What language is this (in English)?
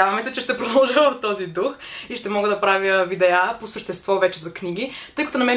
Bulgarian